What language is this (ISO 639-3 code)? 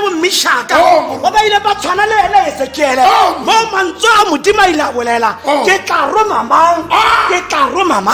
tsn